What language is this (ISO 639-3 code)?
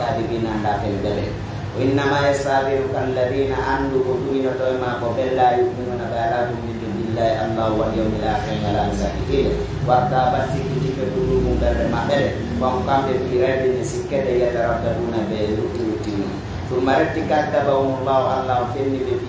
fuf